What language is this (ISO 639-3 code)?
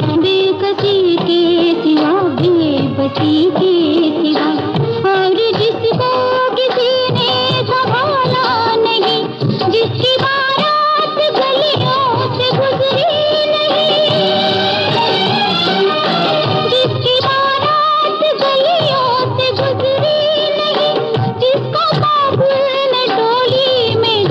hin